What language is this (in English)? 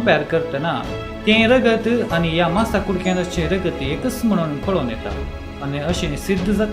Konkani